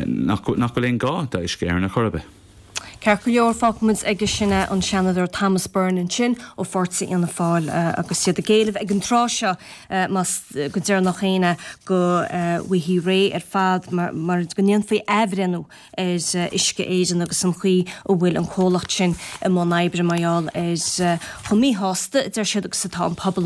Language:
Irish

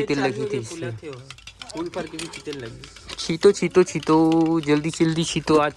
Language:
Chhattisgarhi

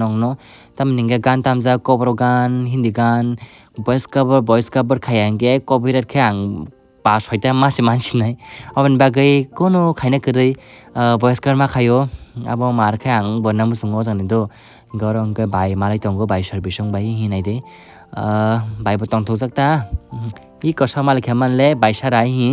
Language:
Kok Borok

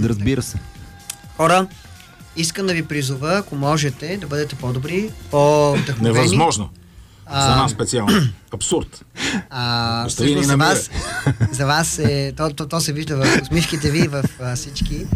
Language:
Bulgarian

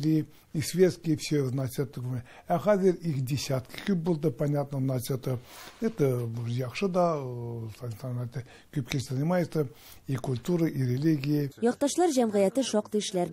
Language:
Tatar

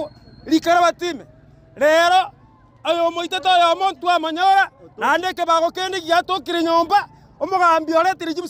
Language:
Gusii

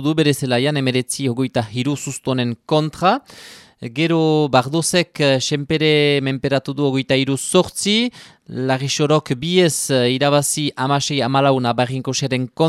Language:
Basque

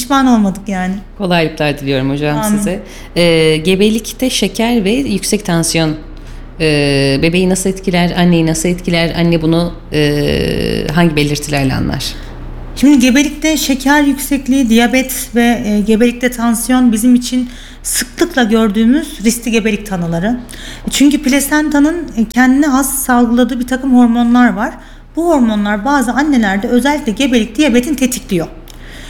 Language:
Turkish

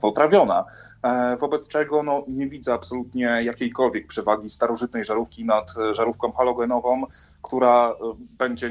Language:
Polish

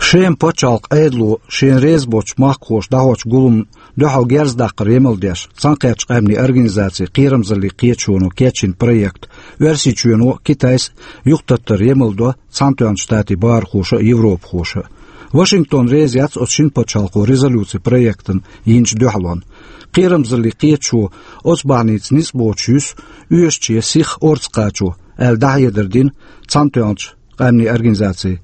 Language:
Chechen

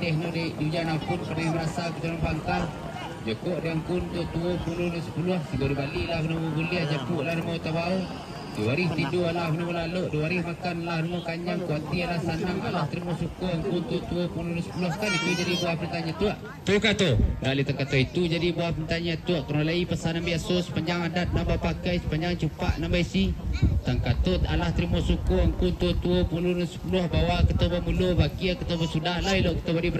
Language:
Minangkabau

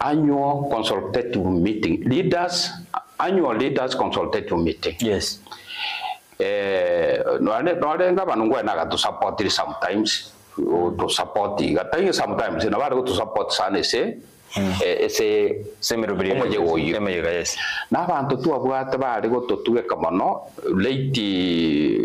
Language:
Gusii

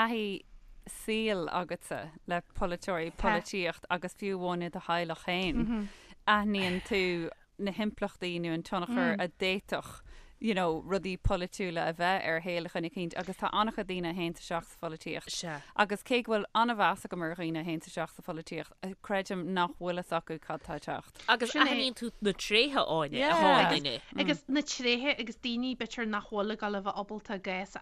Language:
Irish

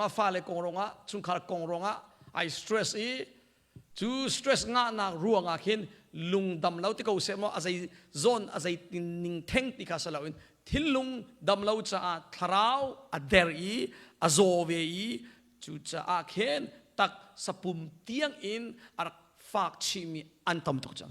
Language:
Hakha Chin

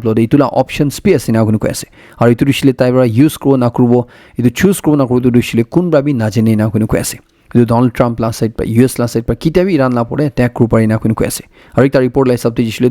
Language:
Naga Pidgin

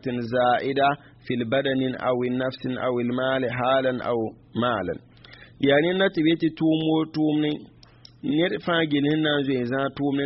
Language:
Mossi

